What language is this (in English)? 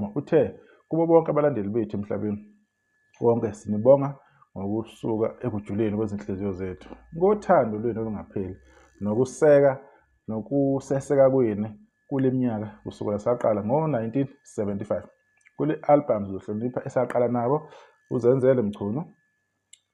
Zulu